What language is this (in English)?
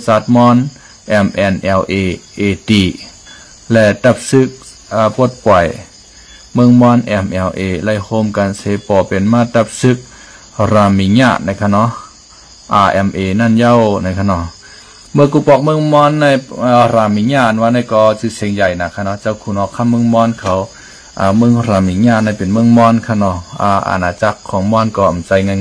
Shan